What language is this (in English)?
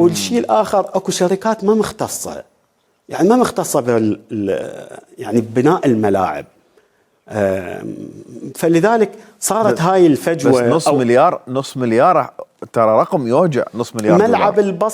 Mesopotamian Arabic